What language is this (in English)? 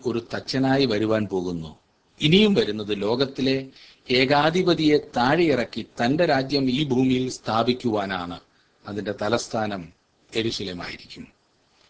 Malayalam